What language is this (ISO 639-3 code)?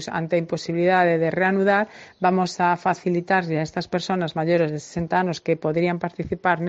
glg